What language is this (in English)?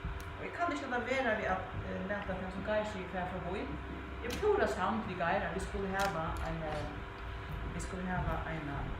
Faroese